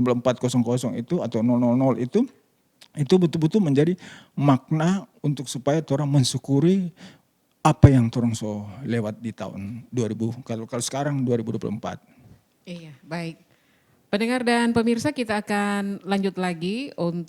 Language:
Manado Malay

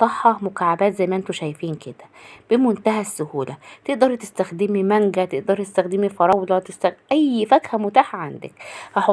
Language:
Egyptian Arabic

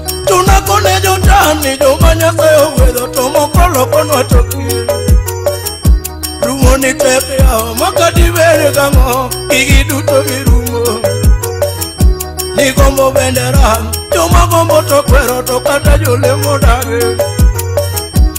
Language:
Luo (Kenya and Tanzania)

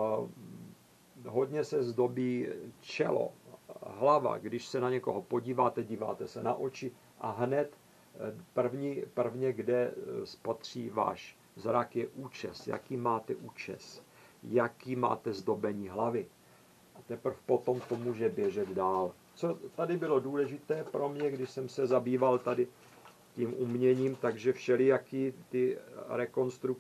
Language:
Czech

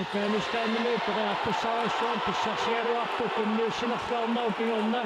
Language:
Kalaallisut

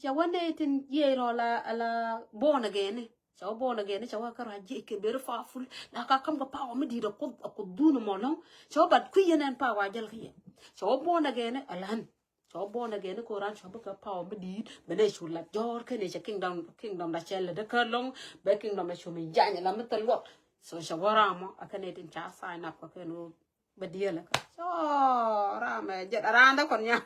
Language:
Nuer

